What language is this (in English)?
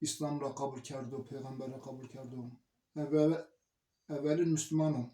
Zaza